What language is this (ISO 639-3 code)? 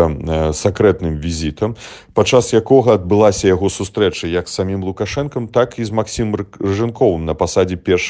bel